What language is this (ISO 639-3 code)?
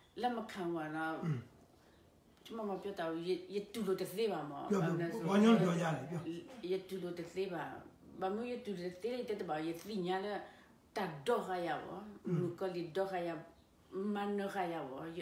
mya